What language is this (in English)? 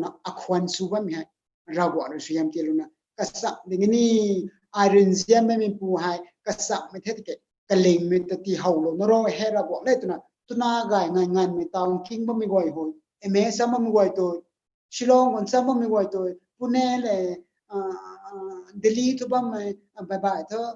Rongmei Naga